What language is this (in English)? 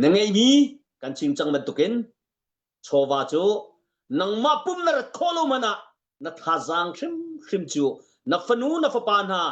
Hakha Chin